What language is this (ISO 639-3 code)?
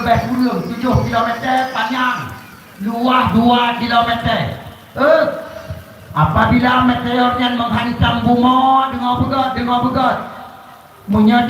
ace